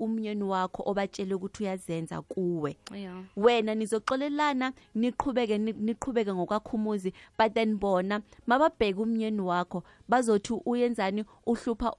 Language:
South Ndebele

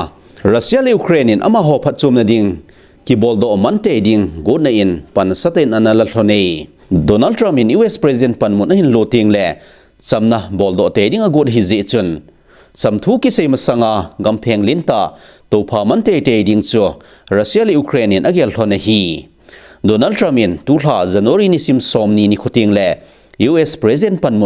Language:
Thado Chin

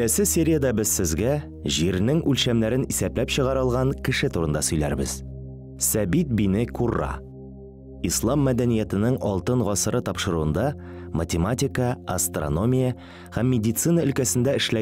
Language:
Tatar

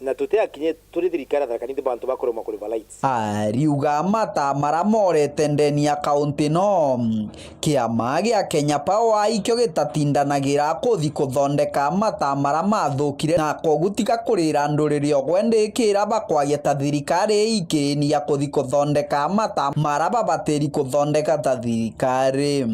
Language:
Meru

